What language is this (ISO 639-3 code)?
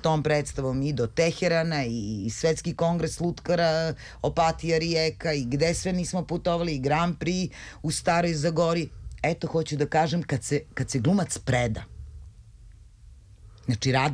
srp